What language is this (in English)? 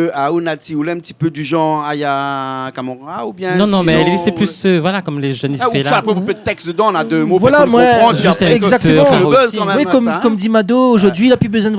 Réunion Creole French